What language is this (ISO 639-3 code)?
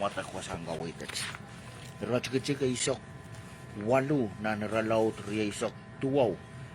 pon